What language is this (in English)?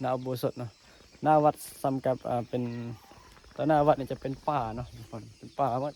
Northeastern Thai